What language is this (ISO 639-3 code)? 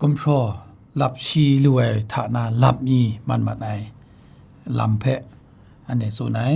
kac